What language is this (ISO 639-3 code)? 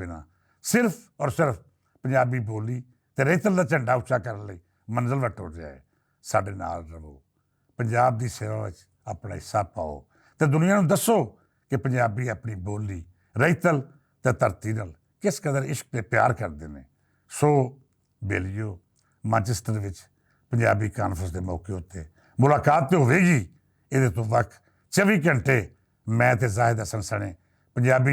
lah